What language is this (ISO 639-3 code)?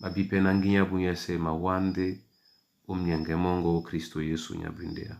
dua